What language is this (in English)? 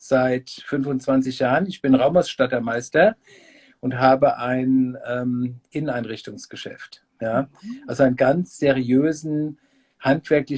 Bavarian